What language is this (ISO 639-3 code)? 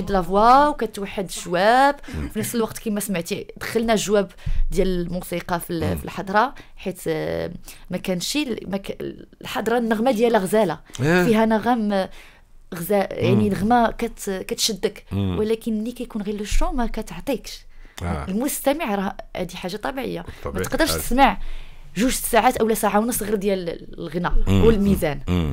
ary